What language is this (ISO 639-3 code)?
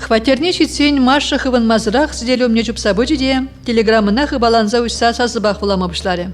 chv